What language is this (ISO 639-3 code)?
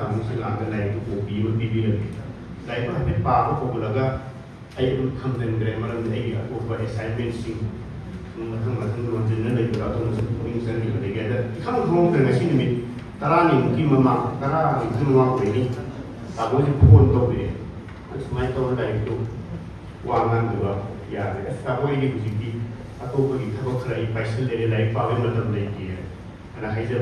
mni